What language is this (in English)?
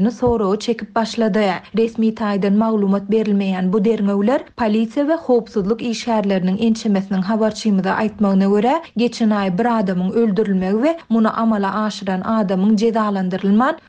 Turkmen